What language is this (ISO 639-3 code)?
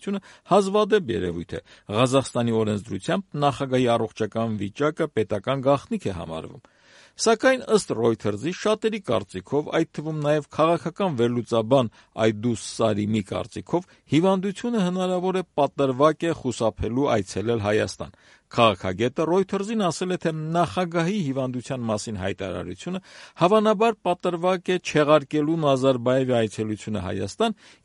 hye